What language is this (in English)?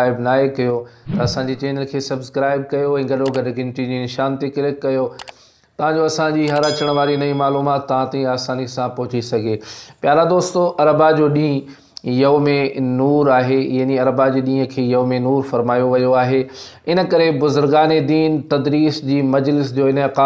Sindhi